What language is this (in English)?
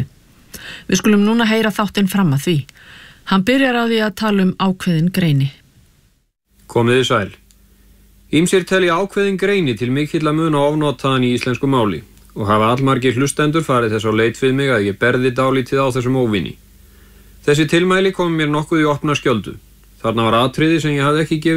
Icelandic